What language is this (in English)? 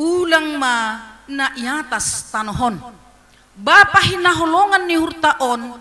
Batak Simalungun